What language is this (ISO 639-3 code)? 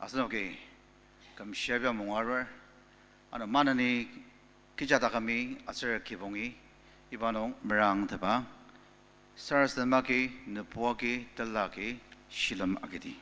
njo